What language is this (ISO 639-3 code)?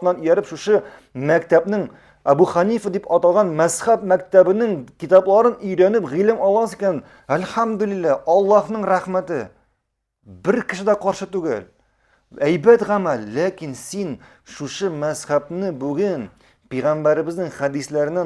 tat